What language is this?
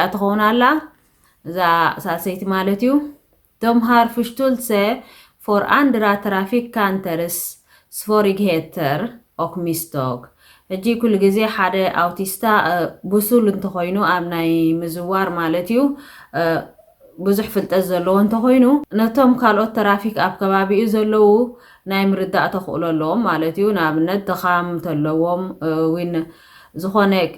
Tigrinya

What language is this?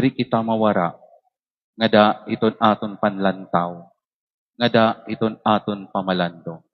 Waray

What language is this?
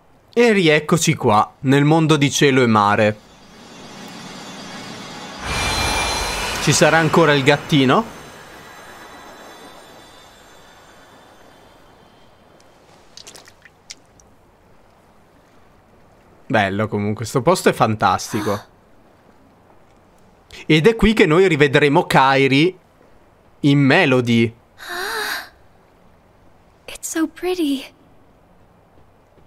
Italian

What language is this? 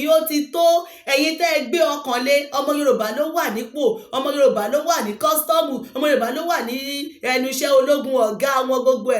Yoruba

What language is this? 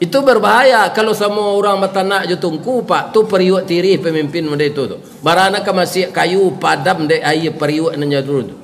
Minangkabau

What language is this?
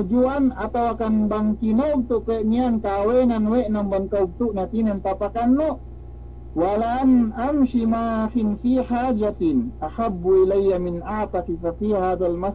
Yakan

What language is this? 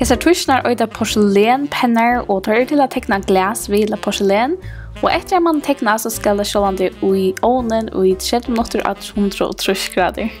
Faroese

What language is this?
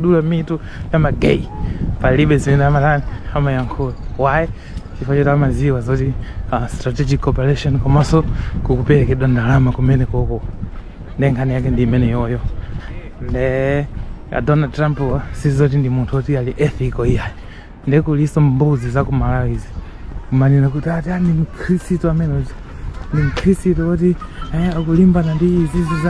Nyanja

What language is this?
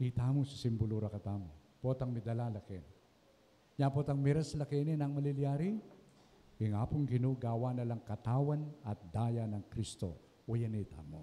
Pampanga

